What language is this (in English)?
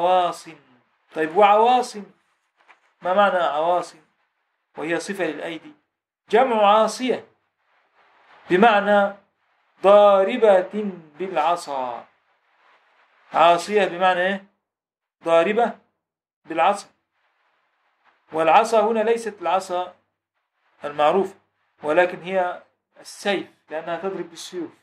Egyptian Arabic